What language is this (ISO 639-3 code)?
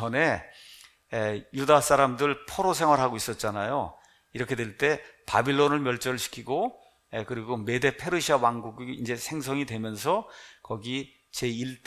kor